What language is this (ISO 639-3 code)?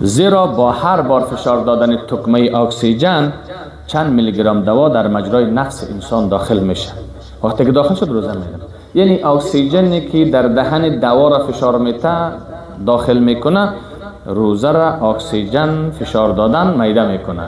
fas